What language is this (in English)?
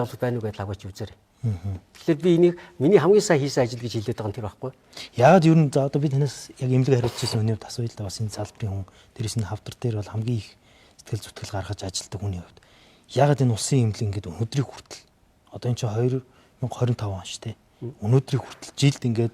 Mongolian